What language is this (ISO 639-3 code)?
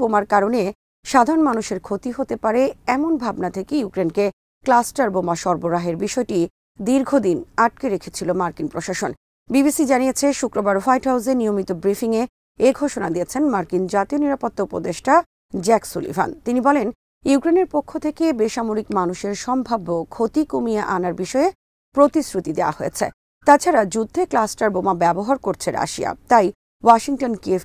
ben